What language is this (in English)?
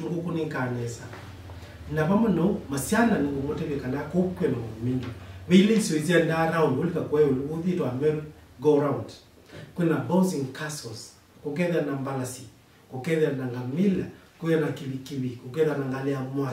Kamba